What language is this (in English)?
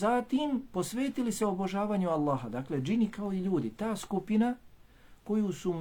Bosnian